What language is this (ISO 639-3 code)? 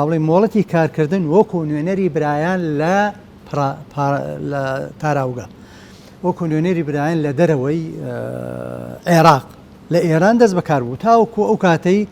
ckb